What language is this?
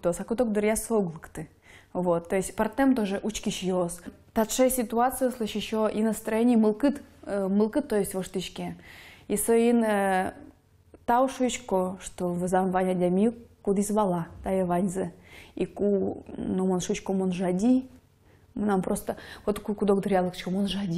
Udmurt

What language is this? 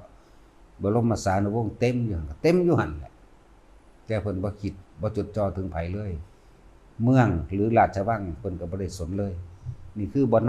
Lao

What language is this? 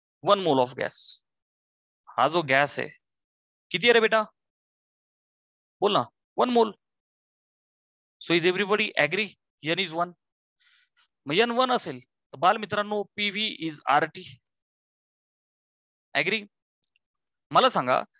Marathi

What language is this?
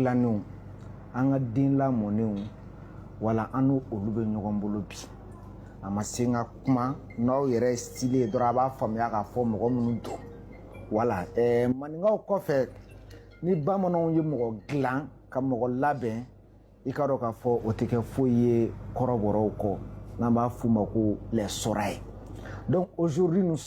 Bambara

